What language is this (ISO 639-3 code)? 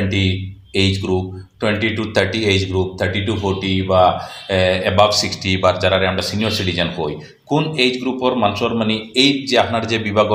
syl